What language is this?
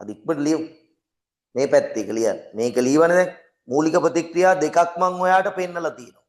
Sinhala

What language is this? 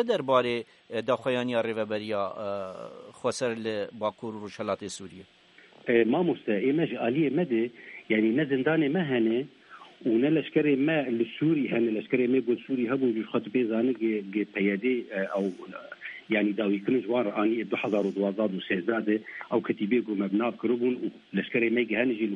Kurdish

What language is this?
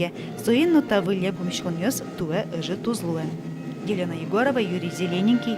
Udmurt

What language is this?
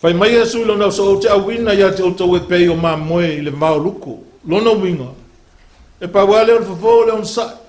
Samoan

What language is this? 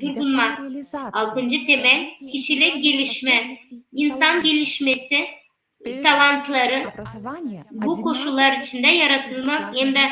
Gagauz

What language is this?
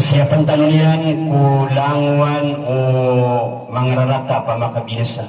Maranao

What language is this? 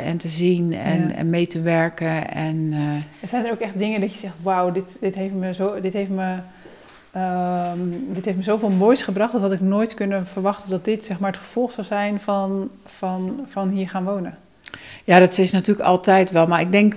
Dutch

